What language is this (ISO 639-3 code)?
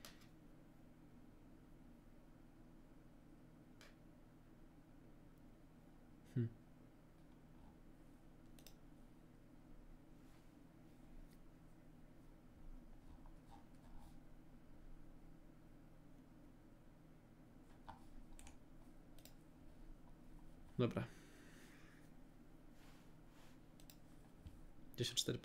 pol